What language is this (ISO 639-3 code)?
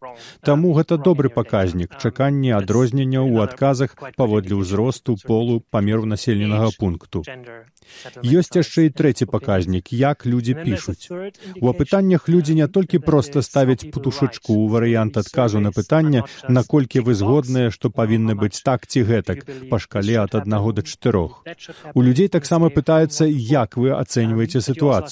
bel